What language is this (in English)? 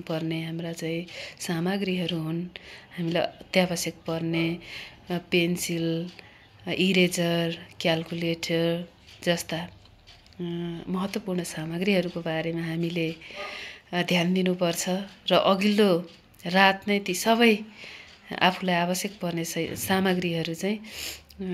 Nepali